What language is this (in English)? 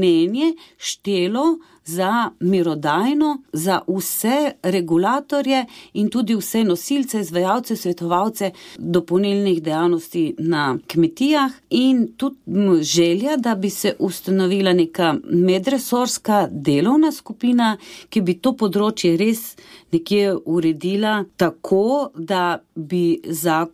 Slovenian